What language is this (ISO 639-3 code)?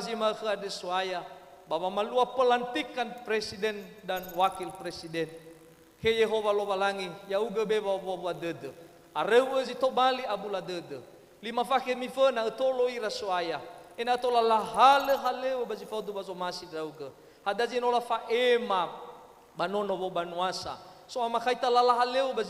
nia